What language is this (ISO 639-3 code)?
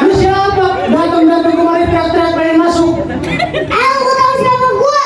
bew